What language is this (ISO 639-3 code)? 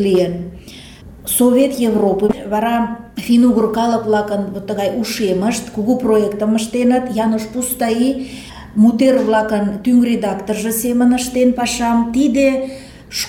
chm